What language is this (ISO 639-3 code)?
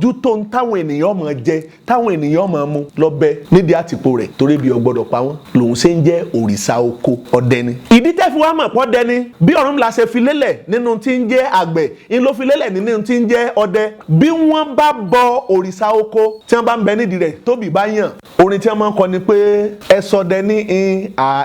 yor